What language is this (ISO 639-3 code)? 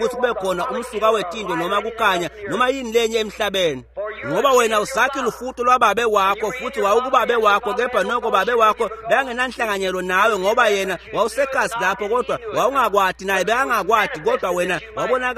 ssw